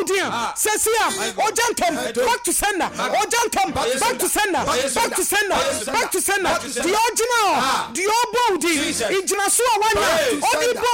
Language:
Akan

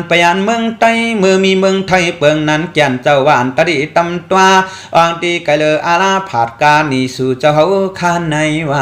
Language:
Shan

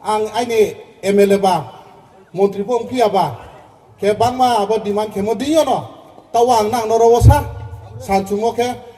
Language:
Riang (India)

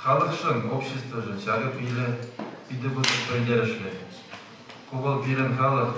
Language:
Chuvash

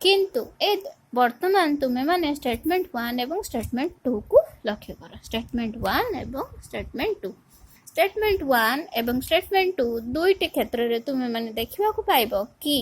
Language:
Odia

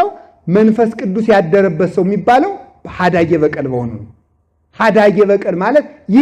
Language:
Amharic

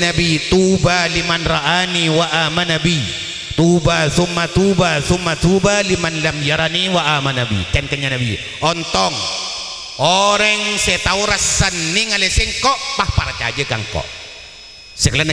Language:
Madurese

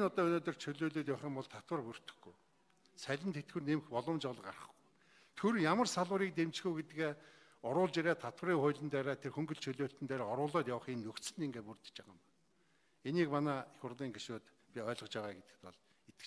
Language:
Mongolian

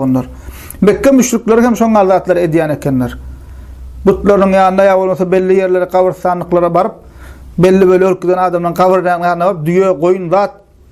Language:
Turkmen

